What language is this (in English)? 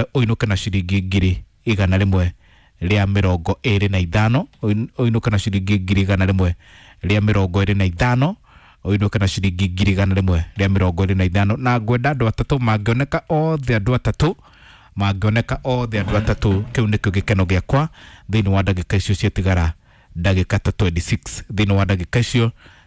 Kikuyu